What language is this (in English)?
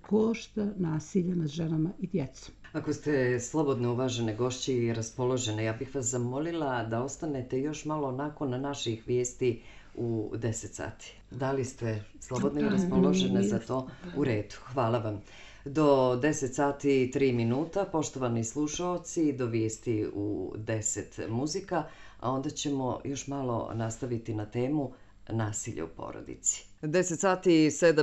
Serbian